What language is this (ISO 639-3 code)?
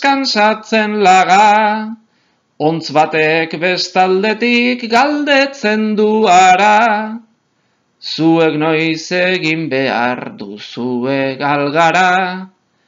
eus